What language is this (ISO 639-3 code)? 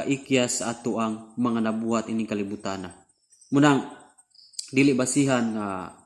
ceb